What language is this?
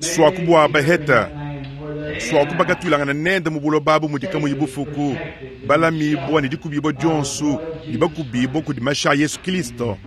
Luba-Lulua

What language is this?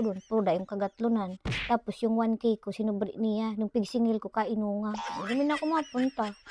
Bikol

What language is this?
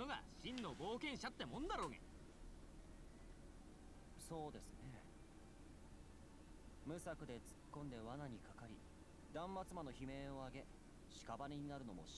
Japanese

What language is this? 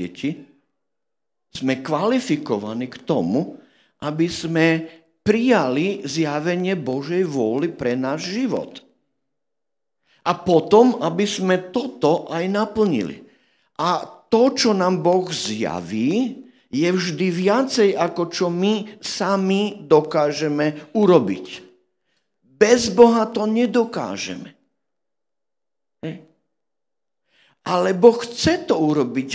Slovak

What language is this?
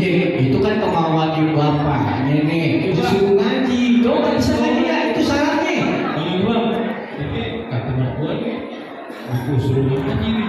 Betawi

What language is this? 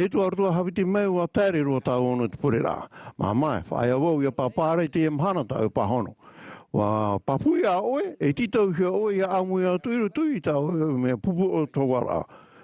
Tahitian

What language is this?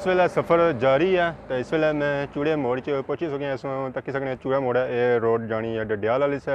Pahari-Potwari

